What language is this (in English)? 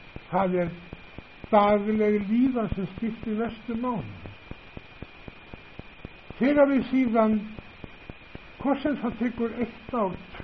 Icelandic